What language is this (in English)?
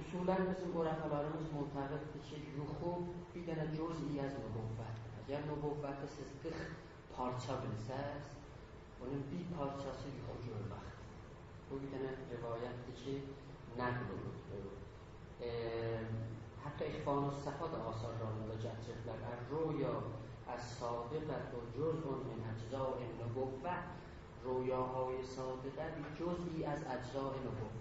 South Azerbaijani